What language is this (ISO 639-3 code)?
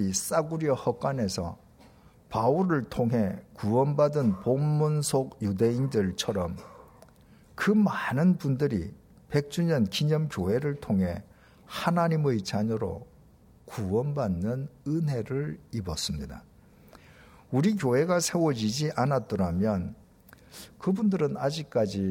kor